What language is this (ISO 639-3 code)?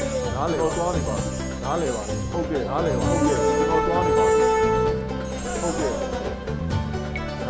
mya